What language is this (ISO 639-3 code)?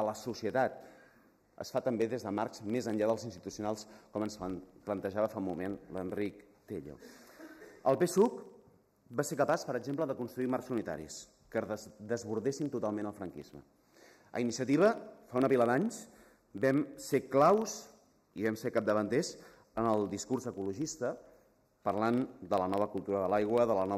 cat